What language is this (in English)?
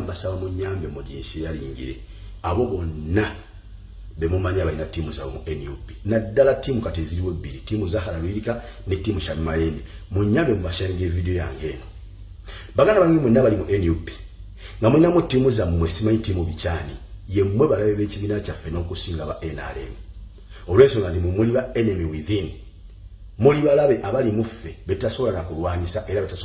Ganda